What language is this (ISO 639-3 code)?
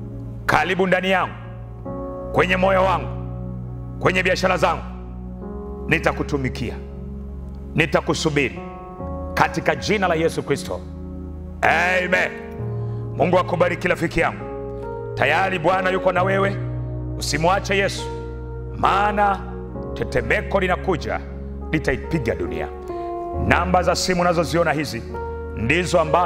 swa